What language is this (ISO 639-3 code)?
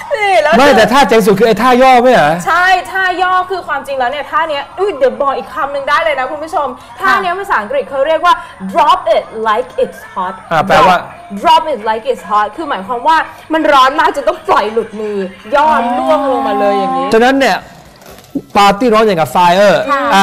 tha